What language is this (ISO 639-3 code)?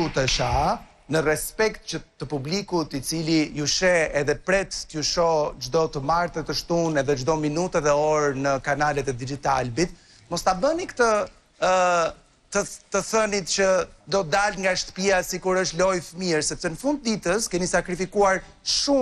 sqi